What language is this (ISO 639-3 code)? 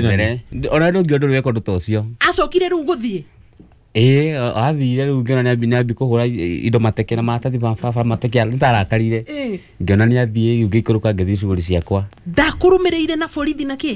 kik